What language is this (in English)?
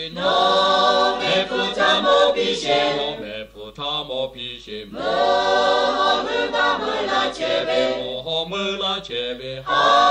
Lahu